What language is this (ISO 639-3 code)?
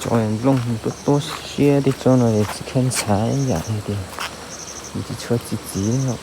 hmn